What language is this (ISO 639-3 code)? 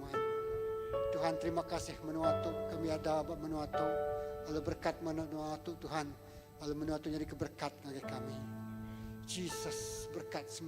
iba